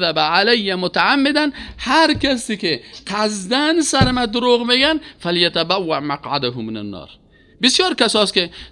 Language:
Persian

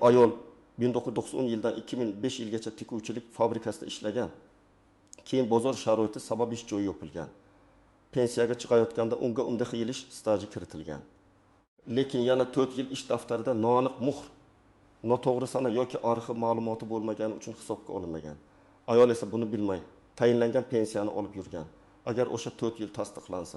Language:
Uzbek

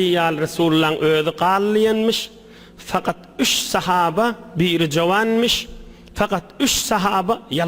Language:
Turkmen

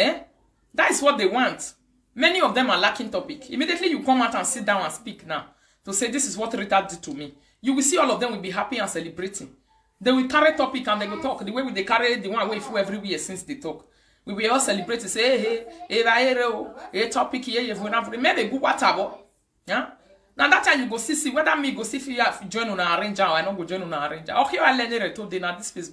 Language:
Nigerian Pidgin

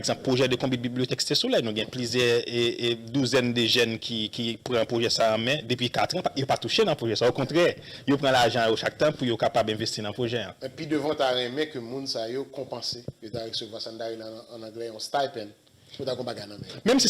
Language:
Haitian Creole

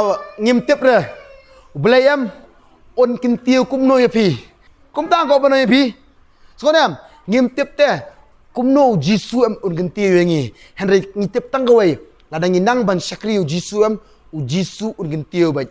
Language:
Khasi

